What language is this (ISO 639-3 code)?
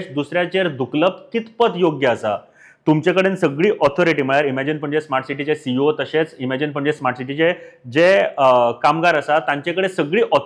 kok